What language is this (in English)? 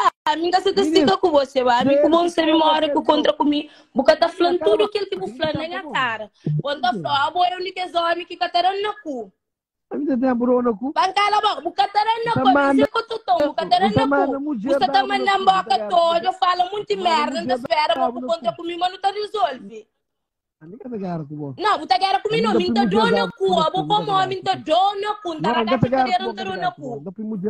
Kabuverdianu